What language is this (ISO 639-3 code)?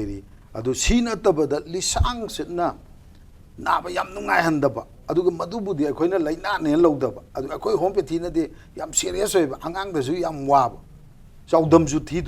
mni